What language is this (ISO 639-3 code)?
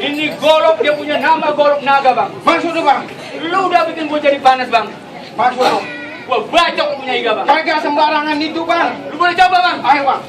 bew